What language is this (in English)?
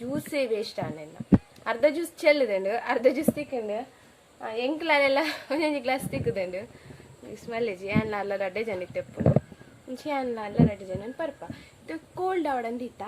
Tulu